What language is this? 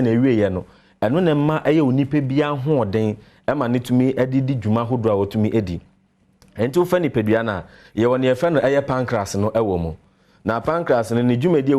Akan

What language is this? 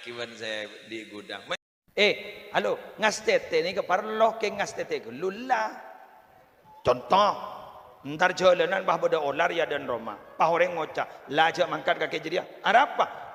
Madurese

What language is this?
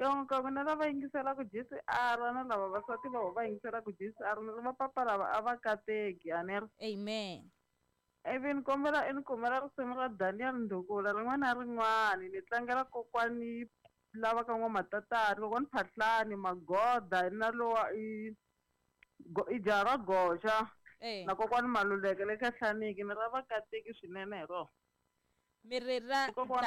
Tsonga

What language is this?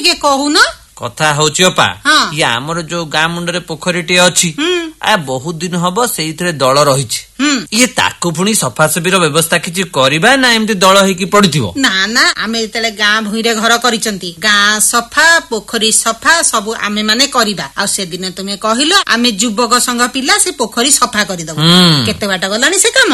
Odia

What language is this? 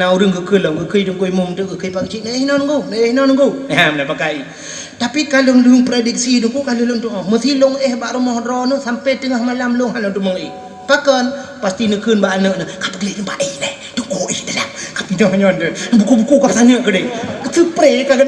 Achinese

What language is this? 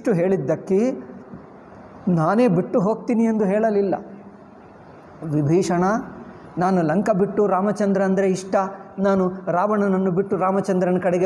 Kannada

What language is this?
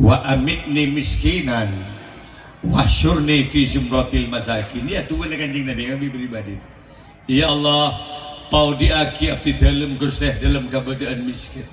Madurese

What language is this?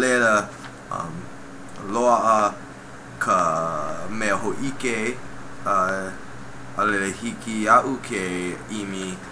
Hawaiian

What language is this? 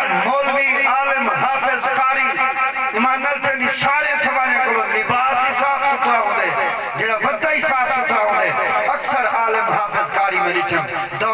Saraiki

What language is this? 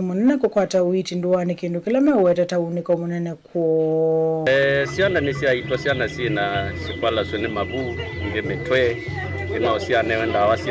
Kamba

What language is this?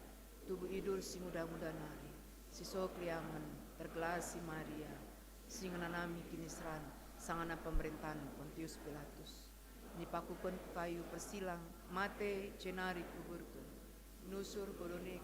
Batak Karo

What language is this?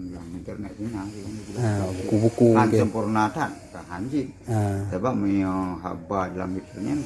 Achinese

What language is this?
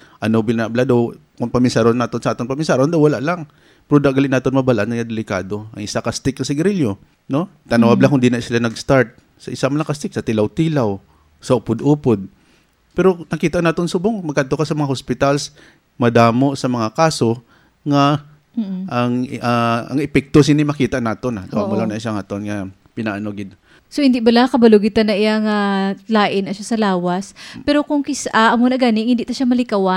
Hiligaynon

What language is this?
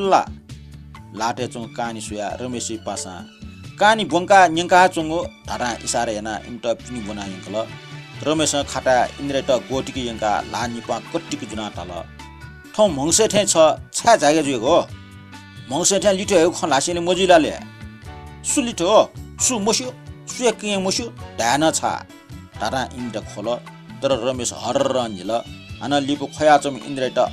Newari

